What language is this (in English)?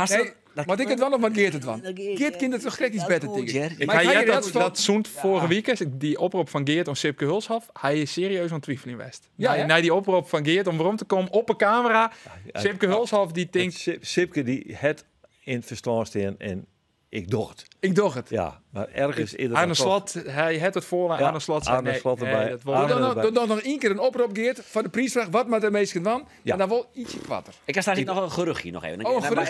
Western Frisian